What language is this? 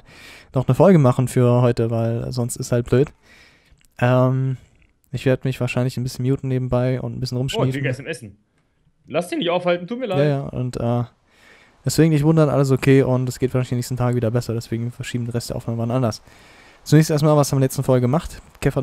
German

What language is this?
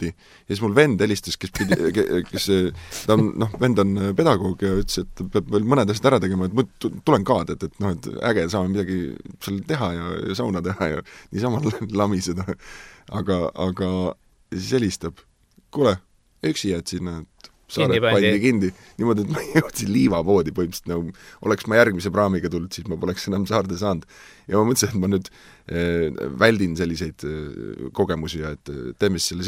Estonian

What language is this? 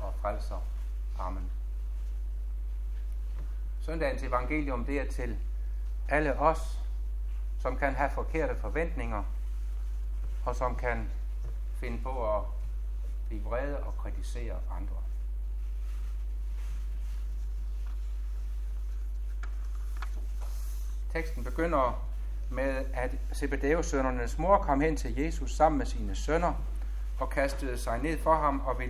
Danish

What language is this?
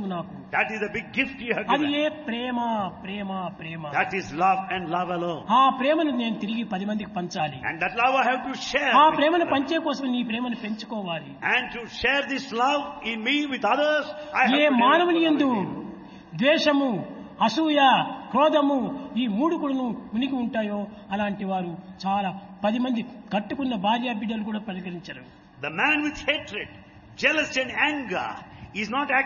Telugu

